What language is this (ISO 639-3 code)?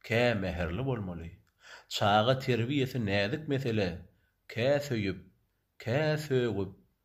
tuk